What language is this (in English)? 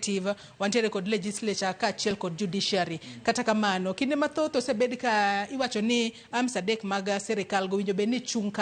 Luo (Kenya and Tanzania)